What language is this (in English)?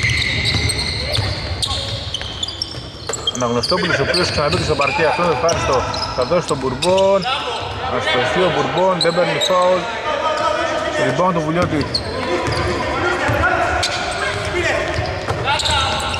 Greek